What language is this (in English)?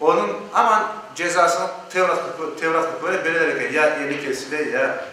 Crimean Tatar